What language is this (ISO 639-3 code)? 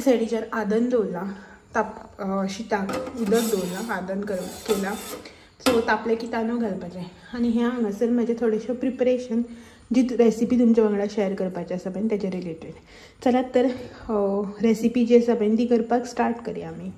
kok